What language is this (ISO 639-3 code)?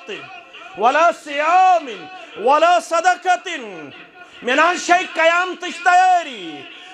kas